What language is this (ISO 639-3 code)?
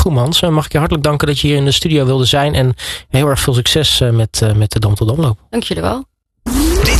nld